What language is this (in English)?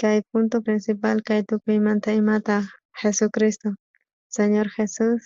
South Bolivian Quechua